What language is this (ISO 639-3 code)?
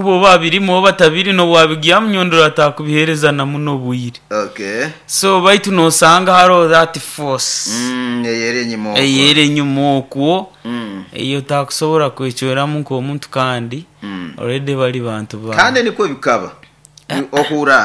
nyo